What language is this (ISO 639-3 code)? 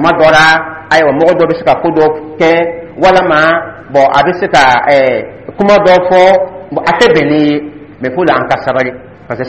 dyu